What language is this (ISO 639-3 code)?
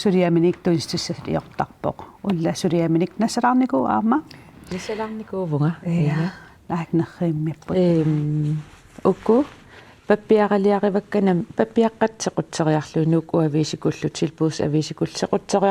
kal